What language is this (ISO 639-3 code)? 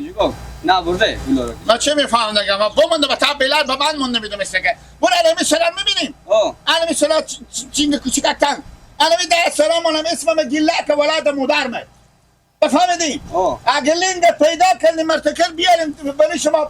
fas